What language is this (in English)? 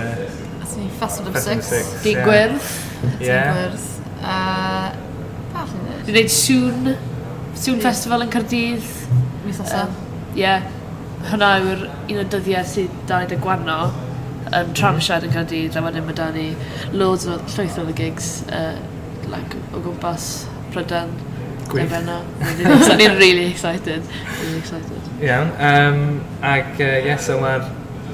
Welsh